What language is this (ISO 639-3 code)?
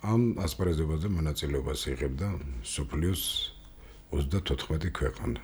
kat